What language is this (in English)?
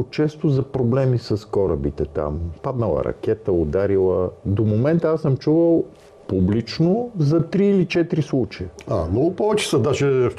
Bulgarian